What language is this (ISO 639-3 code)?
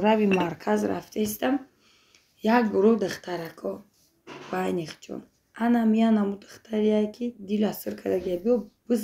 tgk